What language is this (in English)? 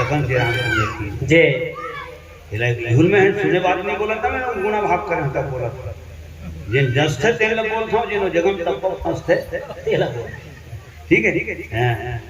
Chhattisgarhi